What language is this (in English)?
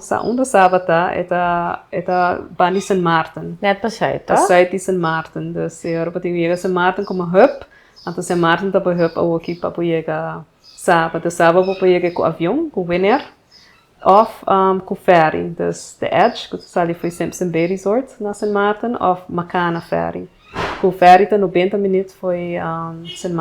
Papiamento